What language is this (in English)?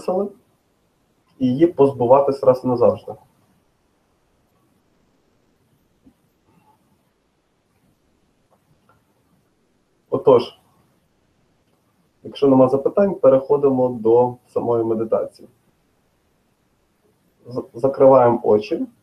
Ukrainian